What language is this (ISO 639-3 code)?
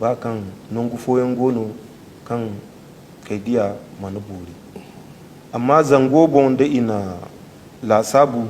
dje